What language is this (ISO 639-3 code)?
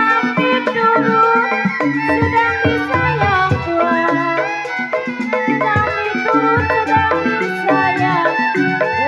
bew